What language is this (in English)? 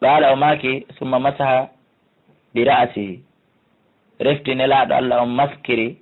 Fula